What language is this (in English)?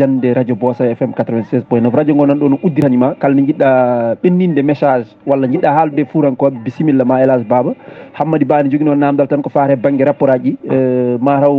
Fula